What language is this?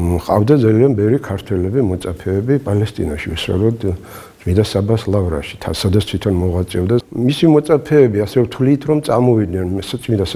Georgian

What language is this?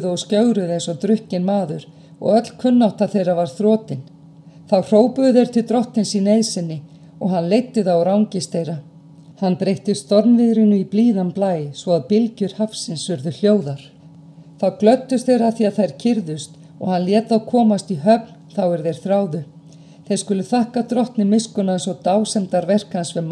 Icelandic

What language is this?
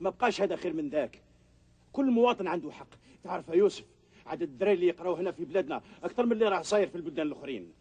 Algerian Arabic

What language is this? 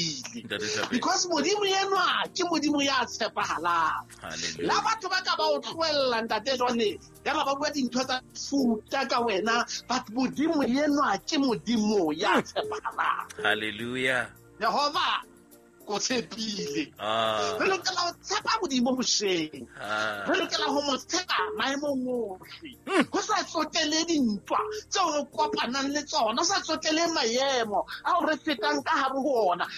Southern Sotho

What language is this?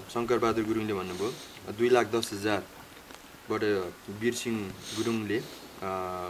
Nepali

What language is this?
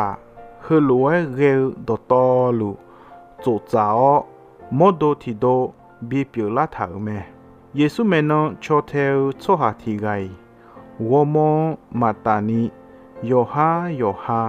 Akha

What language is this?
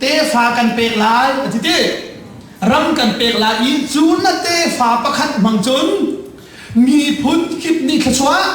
Hakha Chin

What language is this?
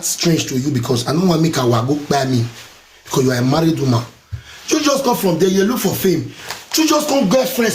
Nigerian Pidgin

